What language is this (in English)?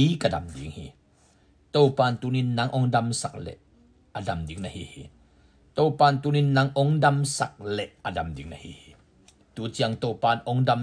Tedim Chin